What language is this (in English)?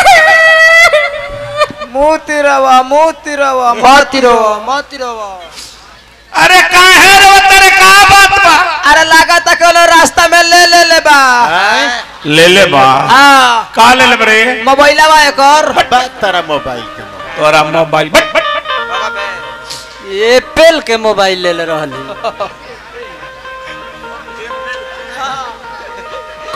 Bhojpuri